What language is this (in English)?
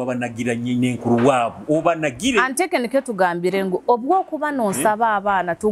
Nyoro